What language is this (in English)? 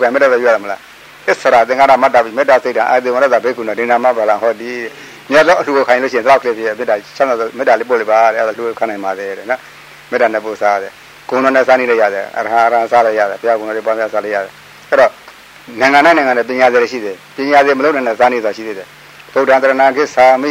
Burmese